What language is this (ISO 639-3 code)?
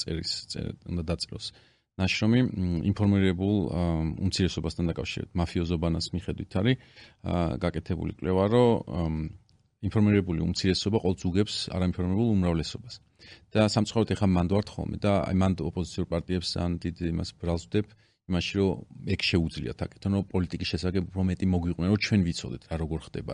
kat